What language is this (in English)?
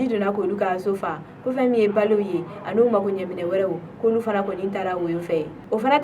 Bambara